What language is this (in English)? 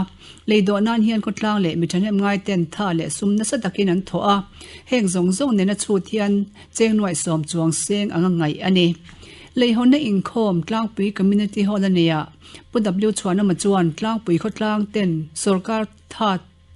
Mizo